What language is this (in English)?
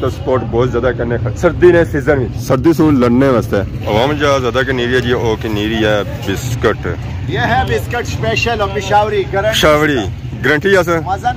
Pahari-Potwari